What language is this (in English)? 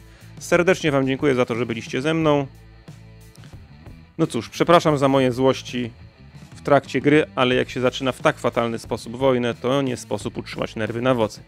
Polish